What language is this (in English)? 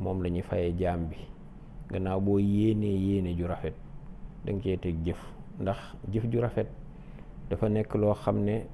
Wolof